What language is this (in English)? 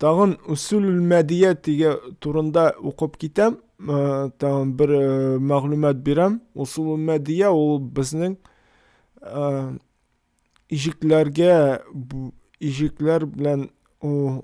Tatar